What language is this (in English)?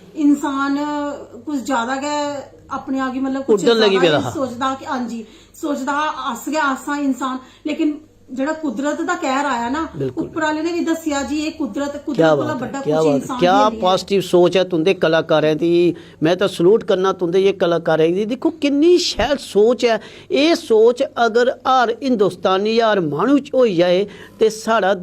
Dogri